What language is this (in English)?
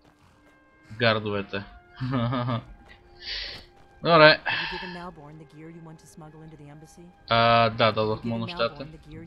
Bulgarian